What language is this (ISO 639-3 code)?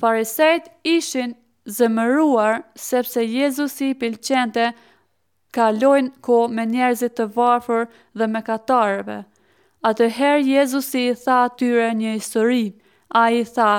sqi